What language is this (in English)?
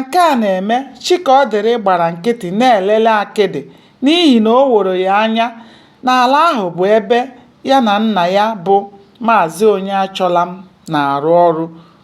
Igbo